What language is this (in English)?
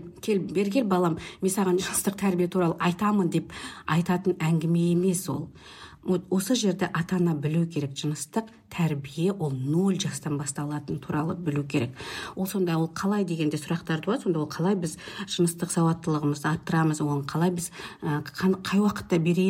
Kazakh